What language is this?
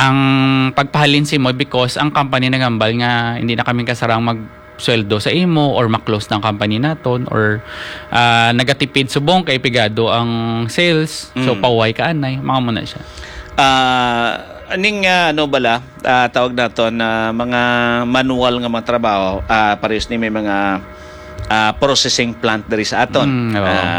Hiligaynon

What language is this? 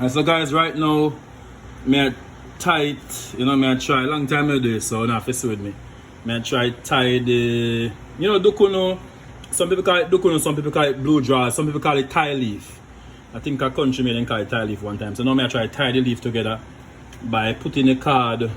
Jamaican Creole English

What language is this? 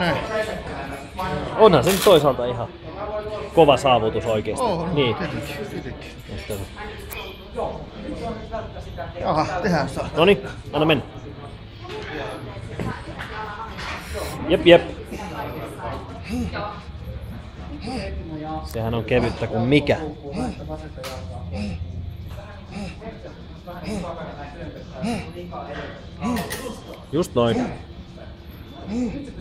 Finnish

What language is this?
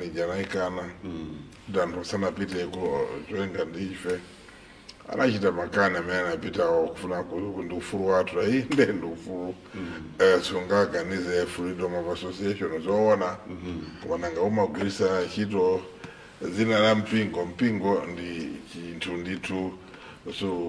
Nyanja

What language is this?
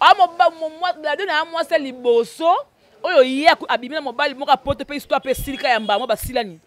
Lingala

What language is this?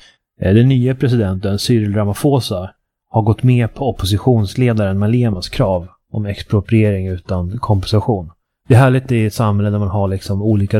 Swedish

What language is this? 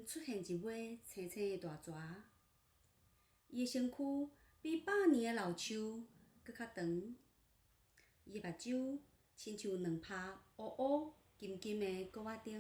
Min Nan Chinese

